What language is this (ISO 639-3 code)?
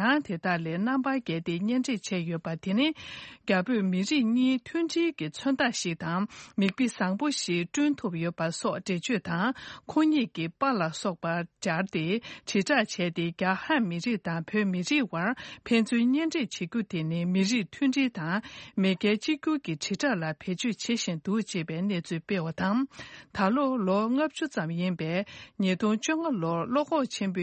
bod